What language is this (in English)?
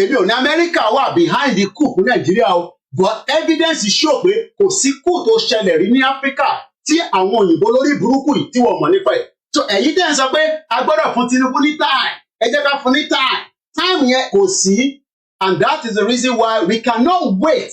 Yoruba